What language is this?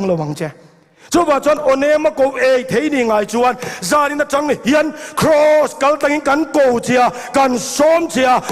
Mizo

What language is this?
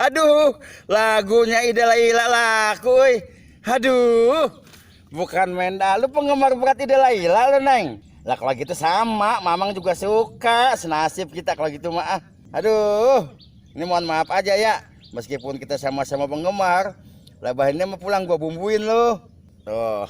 Betawi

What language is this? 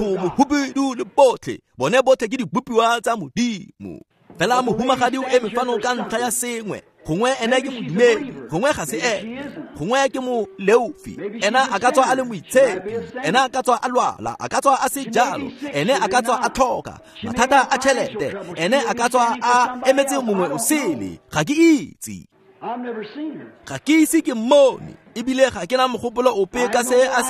Tswana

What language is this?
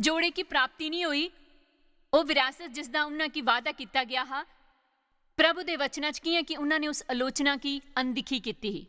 Dogri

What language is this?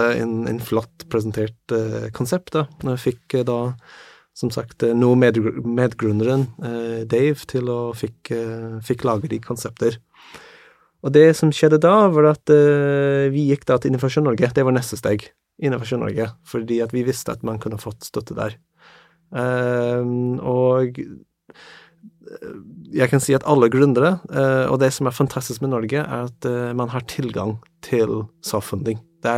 Norwegian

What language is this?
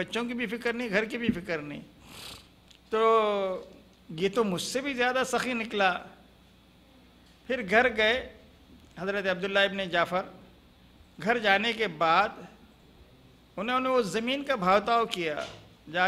Urdu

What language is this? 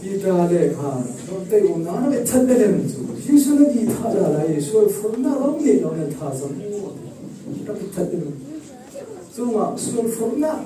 Falam Chin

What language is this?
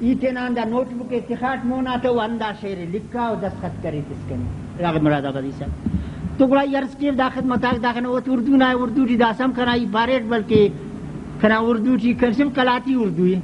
Brahui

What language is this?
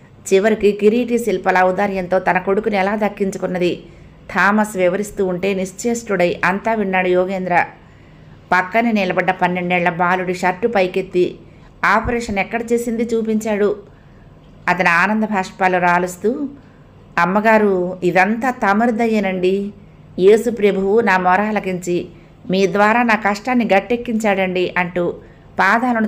Telugu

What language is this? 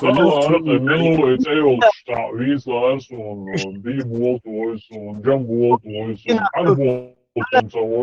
Chechen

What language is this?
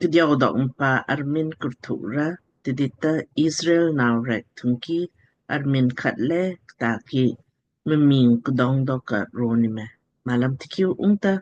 Lamkang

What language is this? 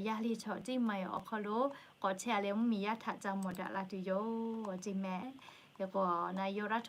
Lahu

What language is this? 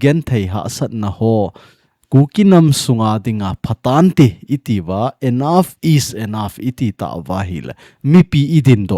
Thado Chin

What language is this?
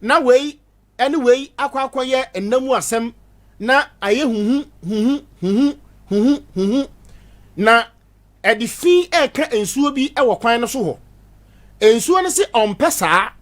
Akan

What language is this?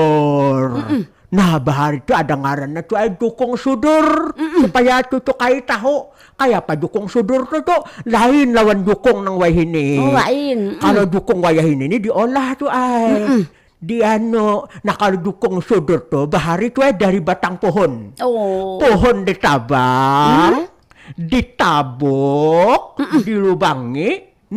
Banjar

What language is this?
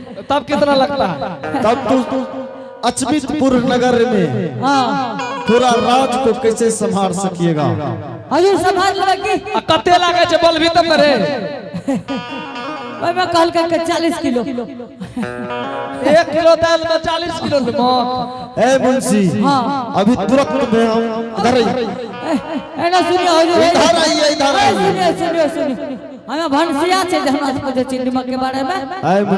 Angika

